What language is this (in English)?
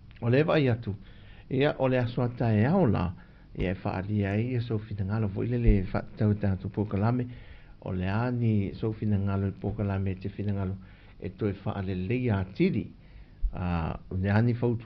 Samoan